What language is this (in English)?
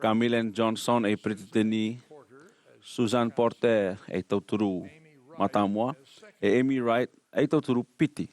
Tahitian